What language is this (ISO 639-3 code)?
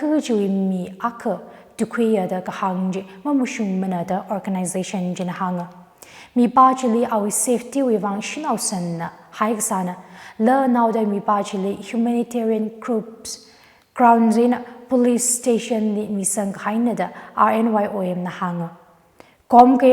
nmf